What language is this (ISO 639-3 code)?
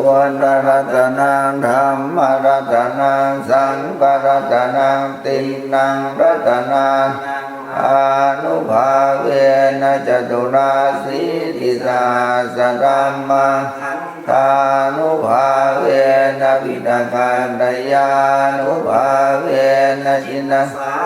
pli